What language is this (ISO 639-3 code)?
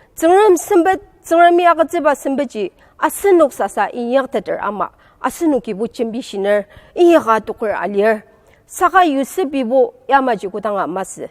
njo